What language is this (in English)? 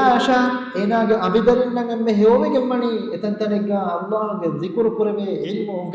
Divehi